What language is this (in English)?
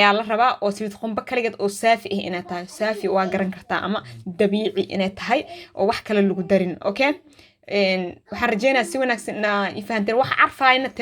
Somali